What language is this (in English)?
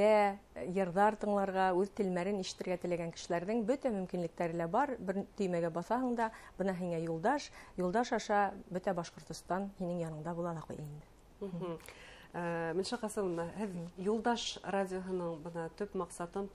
Bashkir